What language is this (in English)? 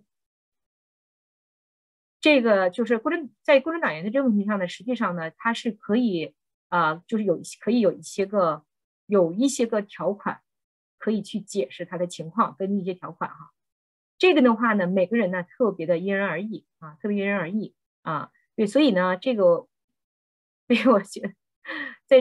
Chinese